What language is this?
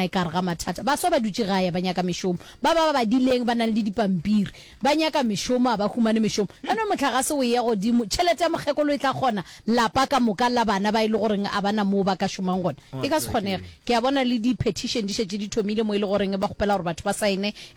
Northern Sotho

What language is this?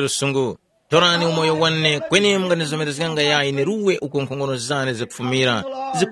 Tumbuka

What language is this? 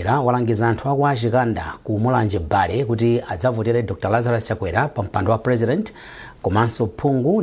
Nyanja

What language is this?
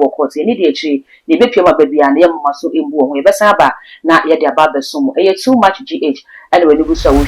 Akan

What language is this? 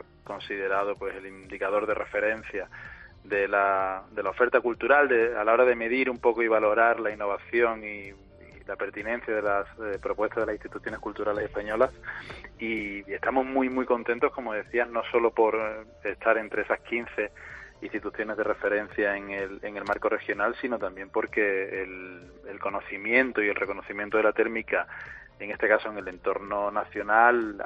Spanish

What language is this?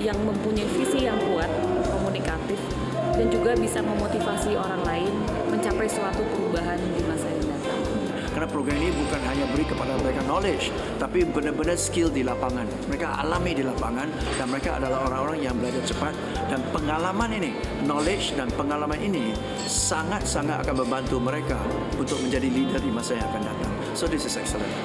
Indonesian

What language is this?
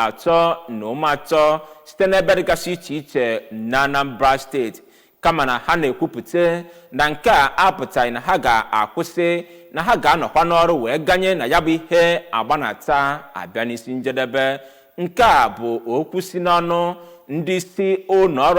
Igbo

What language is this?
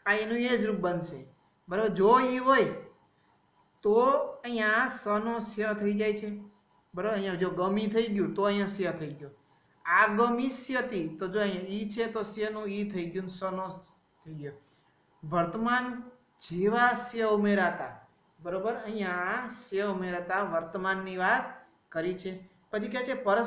Gujarati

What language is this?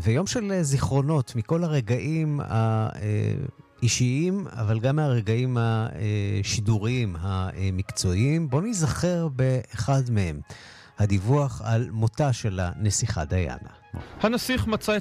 Hebrew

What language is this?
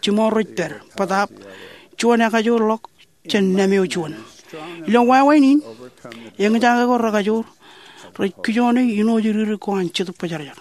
Marshallese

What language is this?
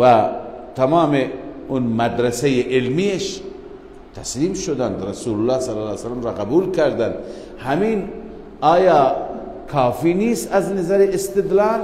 Persian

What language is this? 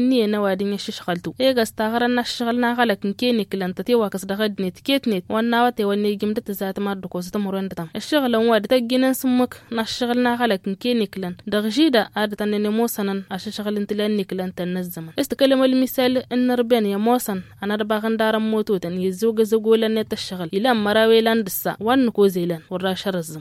Tamasheq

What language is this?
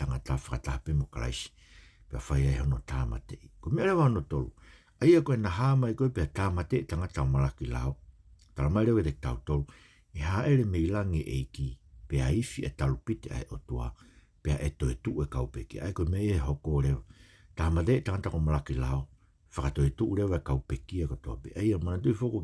Tongan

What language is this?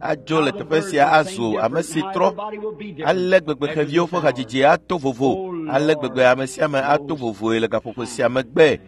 Ewe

